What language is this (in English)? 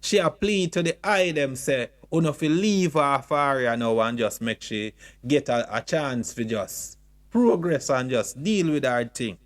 Jamaican Creole English